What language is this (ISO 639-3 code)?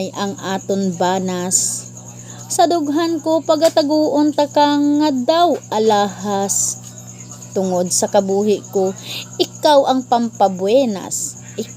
hil